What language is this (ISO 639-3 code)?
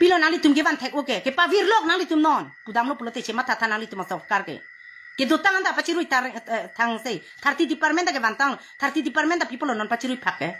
mjw